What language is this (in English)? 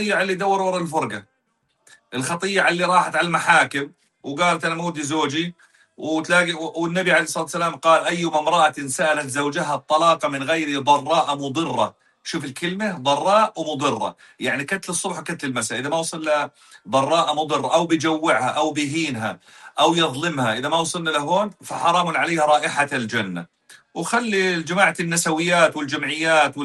North Levantine Arabic